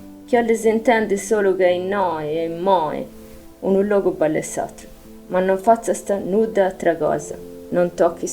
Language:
Sardinian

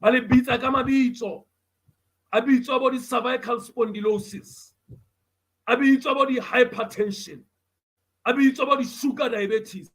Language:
Southern Sotho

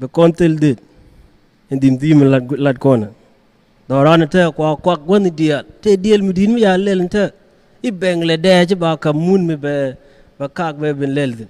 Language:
Nuer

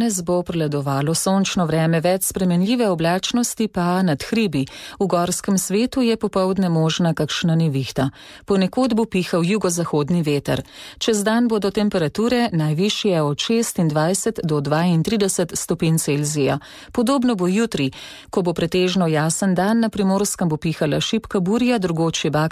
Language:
Slovenian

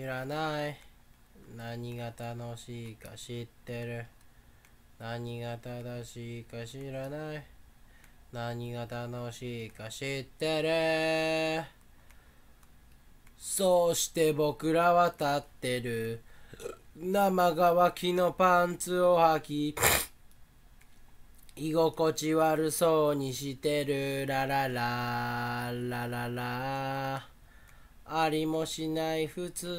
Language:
Japanese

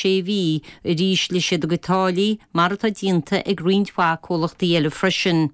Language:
Irish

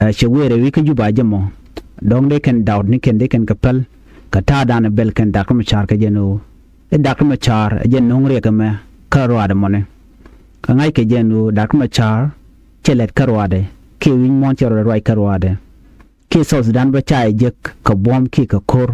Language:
Nuer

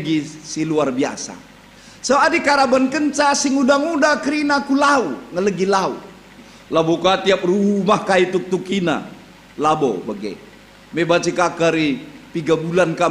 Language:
Batak Karo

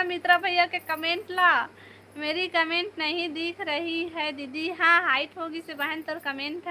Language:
Chhattisgarhi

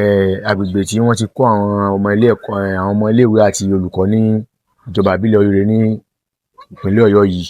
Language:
Yoruba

